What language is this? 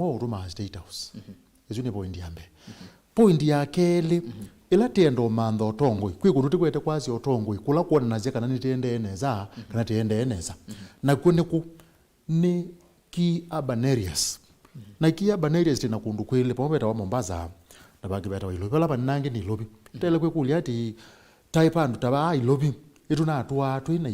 Kamba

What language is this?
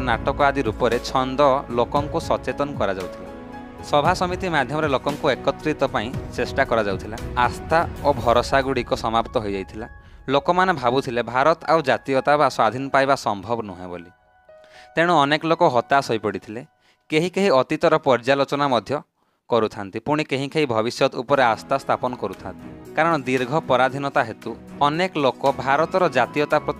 Odia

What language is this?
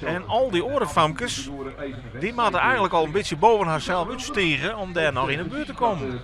Western Frisian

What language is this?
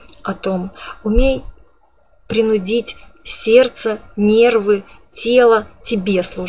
Russian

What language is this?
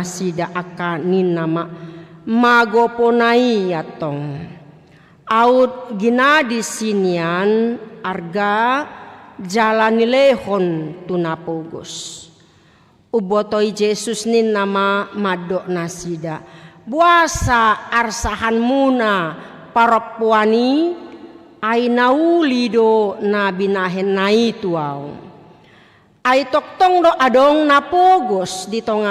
Batak Toba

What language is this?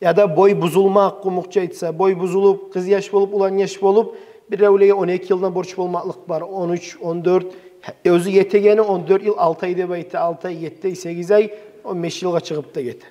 Kumyk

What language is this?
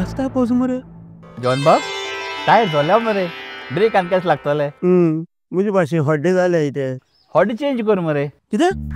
Konkani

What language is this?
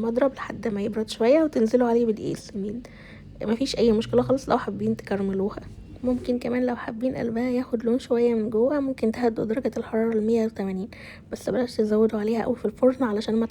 Egyptian Arabic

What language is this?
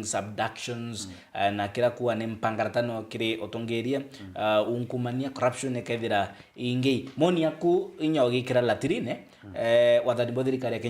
Meru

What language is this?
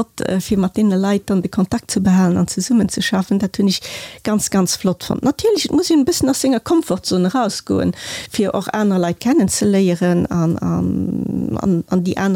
Luxembourgish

